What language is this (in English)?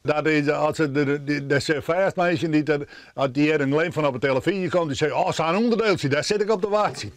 Western Frisian